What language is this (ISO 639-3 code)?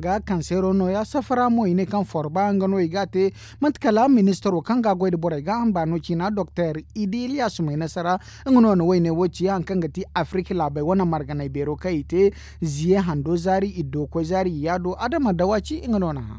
dje